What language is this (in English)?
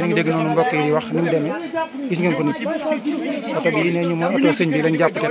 Wolof